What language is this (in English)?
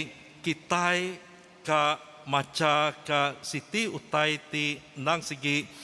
Iban